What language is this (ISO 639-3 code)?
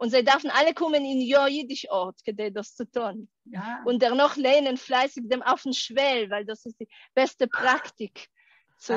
yid